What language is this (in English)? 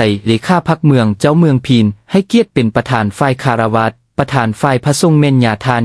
Lao